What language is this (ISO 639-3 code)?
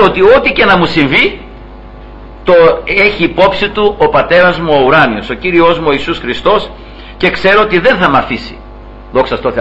ell